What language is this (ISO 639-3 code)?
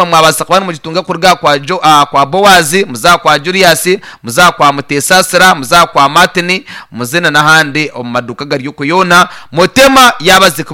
nyn